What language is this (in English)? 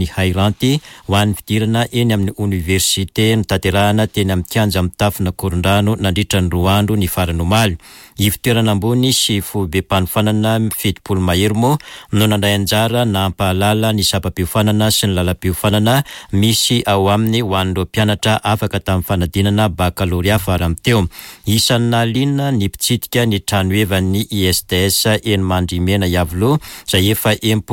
Malagasy